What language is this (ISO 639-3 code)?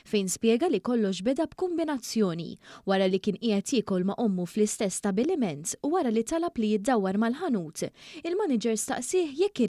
mlt